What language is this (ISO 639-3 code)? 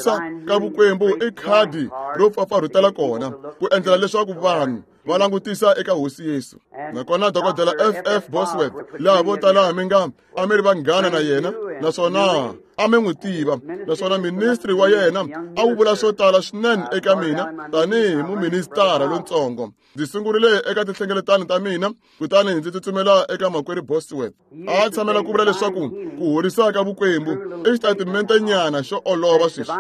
tso